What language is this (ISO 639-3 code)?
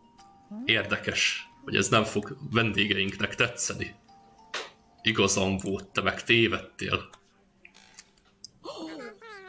hun